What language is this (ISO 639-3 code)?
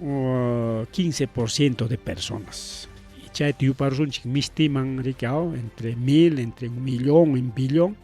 quy